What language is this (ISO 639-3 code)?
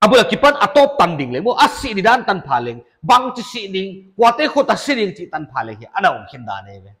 pck